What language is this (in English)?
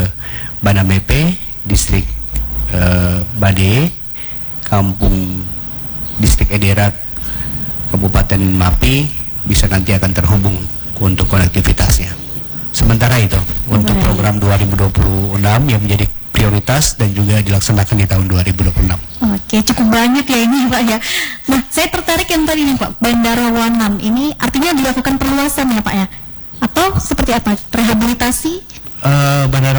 Indonesian